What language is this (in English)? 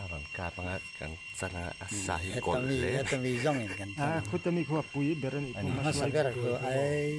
Mizo